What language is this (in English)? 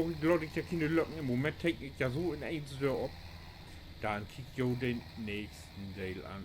Low German